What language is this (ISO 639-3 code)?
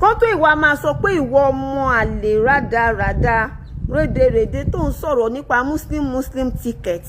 yor